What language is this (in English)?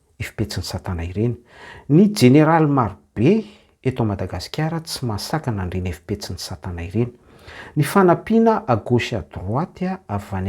Malagasy